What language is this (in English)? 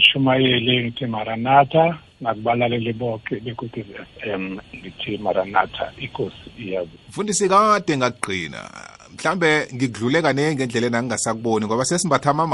South Ndebele